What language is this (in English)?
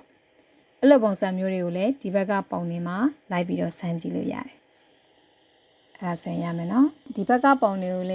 Burmese